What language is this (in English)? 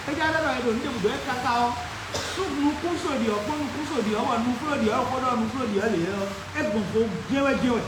Fon